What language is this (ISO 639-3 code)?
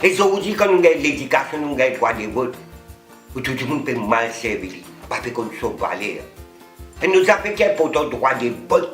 mfe